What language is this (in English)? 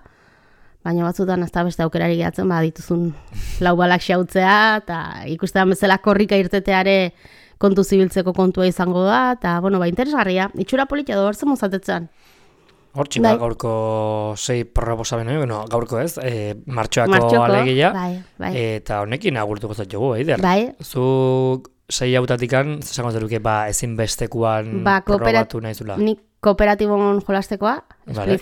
Basque